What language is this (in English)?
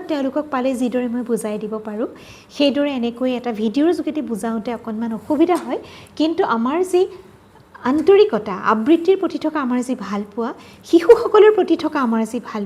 Assamese